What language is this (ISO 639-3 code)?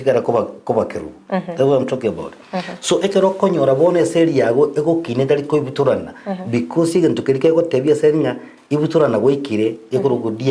guz